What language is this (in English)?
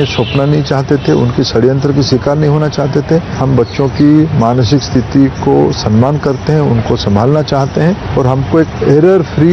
Hindi